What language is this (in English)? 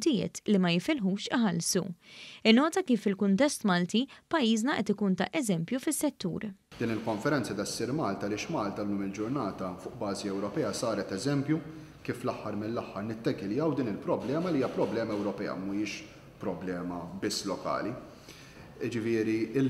Maltese